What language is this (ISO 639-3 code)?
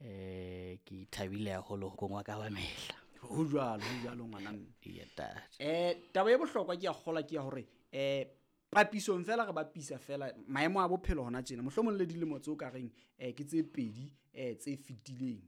sot